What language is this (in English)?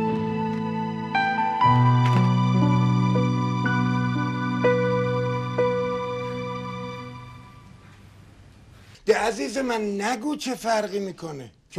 Persian